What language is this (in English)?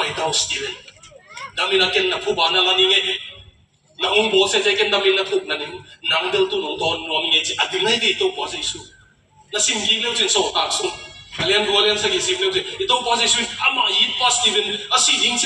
Tedim Chin